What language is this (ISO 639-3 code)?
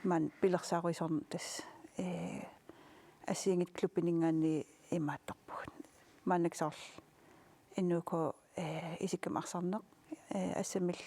kal